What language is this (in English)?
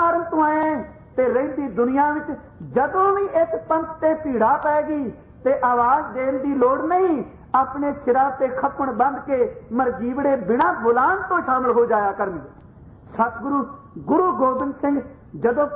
Punjabi